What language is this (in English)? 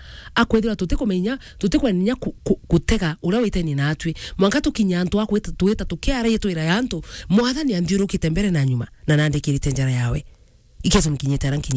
Meru